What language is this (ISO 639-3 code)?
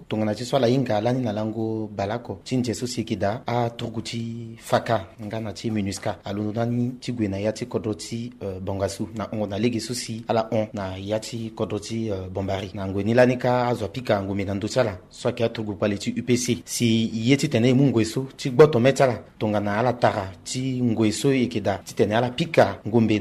sag